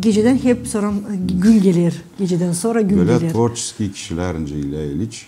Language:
Gagauz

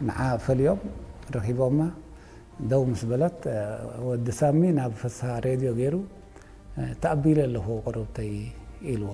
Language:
Tigrinya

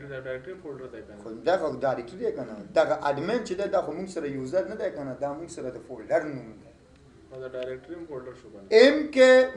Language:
Pashto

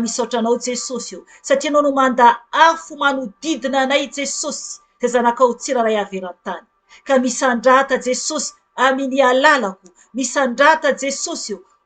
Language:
Malagasy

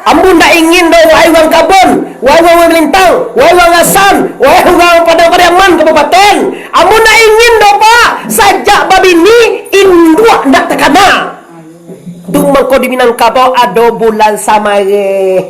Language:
Minangkabau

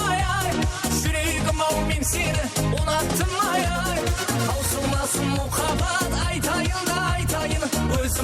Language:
Kara-Kalpak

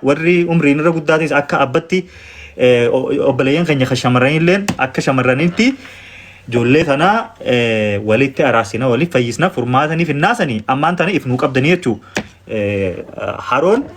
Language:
Oromo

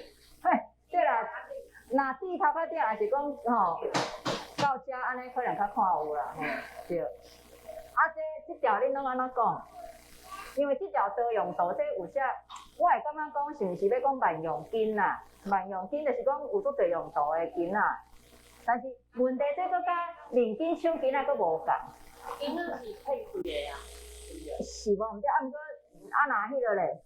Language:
Min Nan Chinese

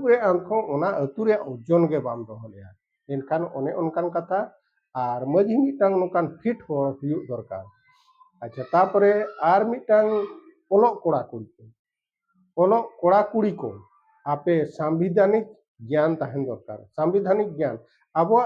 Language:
Santali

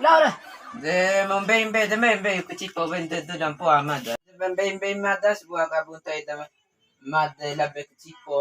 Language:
Bima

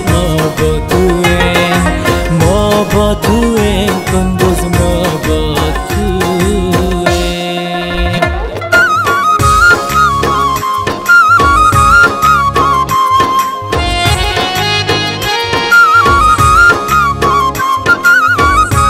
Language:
Persian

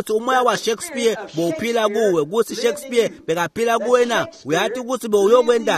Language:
Swati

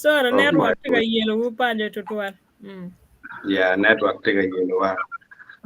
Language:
Acoli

